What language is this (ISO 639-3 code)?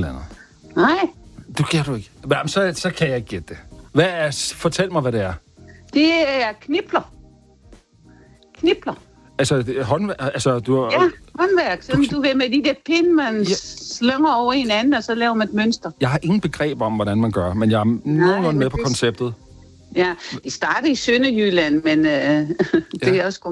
dan